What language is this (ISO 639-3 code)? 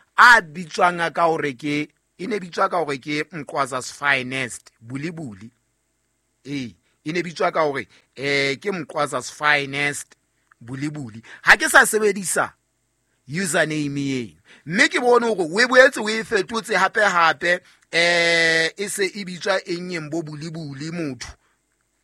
sot